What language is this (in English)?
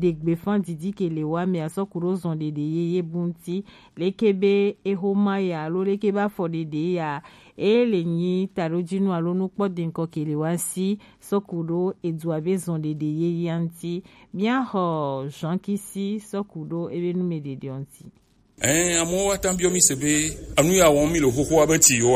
Gen